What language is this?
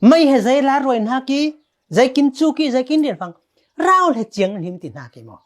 Falam Chin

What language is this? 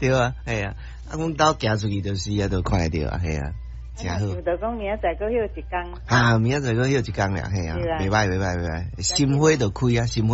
Min Nan Chinese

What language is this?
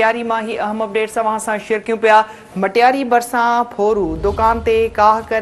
Sindhi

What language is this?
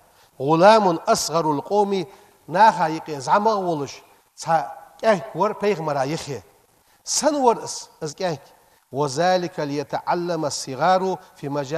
Ingush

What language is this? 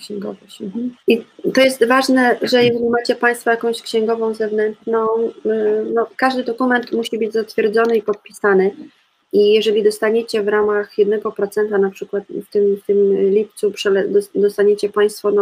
Polish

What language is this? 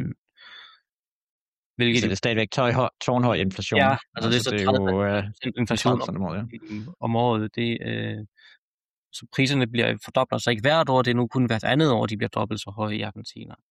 Danish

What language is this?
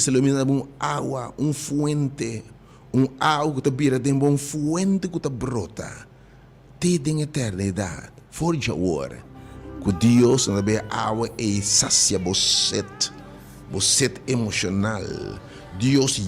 Papiamento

